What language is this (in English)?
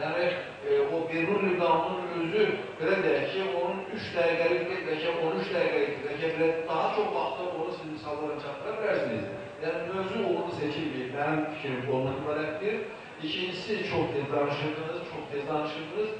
Azerbaijani